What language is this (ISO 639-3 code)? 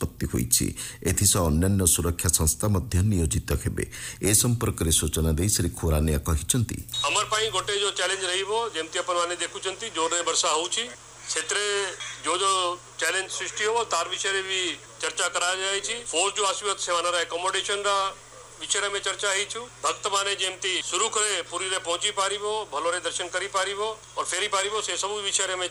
ori